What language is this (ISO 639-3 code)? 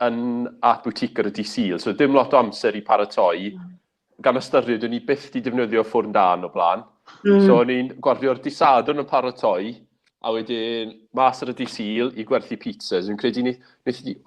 cym